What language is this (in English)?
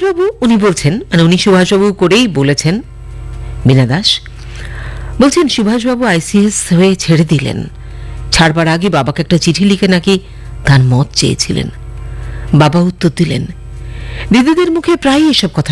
Bangla